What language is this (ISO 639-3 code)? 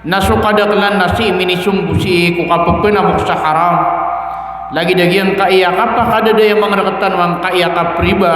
mrw